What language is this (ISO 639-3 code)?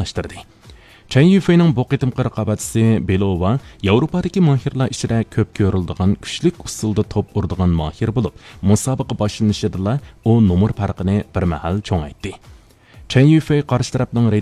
uig